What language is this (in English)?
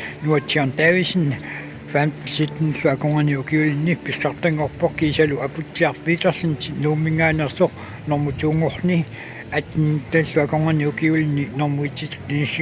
Kalaallisut